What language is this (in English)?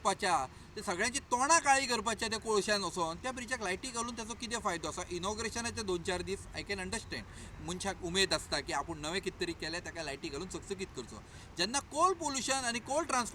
Konkani